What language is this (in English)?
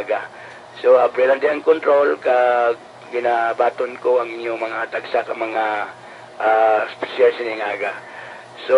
Hiligaynon